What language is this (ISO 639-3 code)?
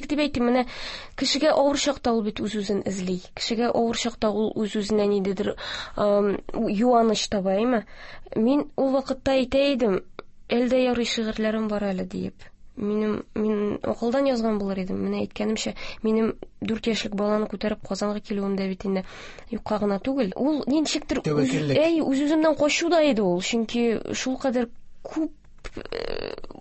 tat